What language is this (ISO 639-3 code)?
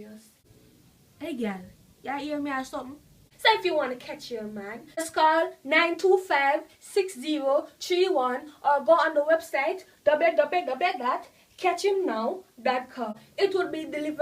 jam